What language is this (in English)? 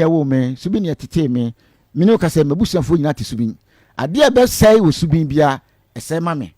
Akan